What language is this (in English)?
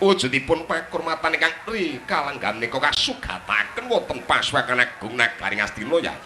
Javanese